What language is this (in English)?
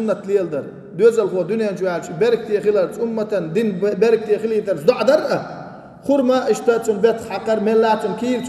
Chechen